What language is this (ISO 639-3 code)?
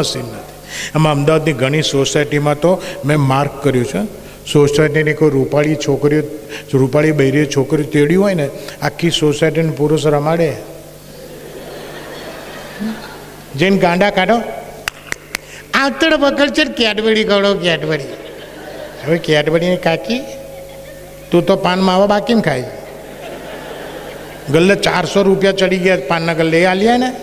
guj